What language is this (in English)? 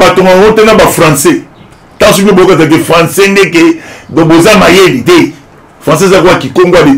Lingala